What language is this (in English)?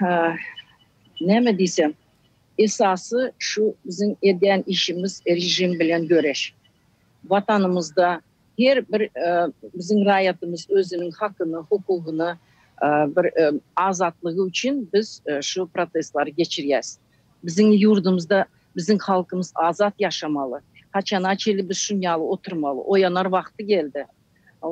Turkmen